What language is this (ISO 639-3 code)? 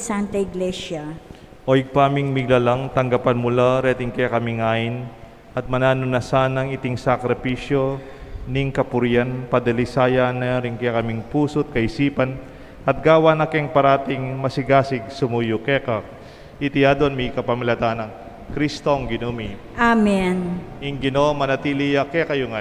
pam